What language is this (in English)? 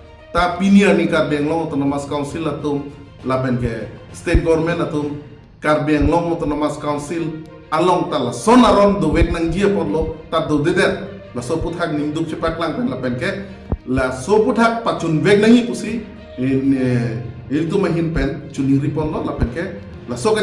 Karbi